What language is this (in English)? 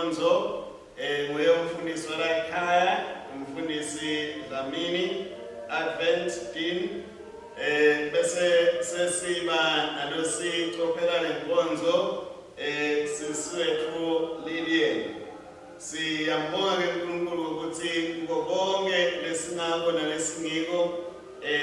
Swati